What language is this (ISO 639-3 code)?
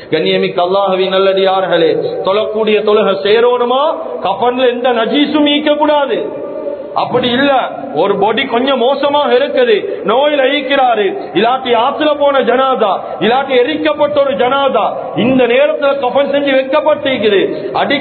tam